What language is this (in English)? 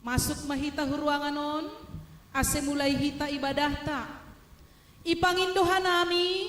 Batak Simalungun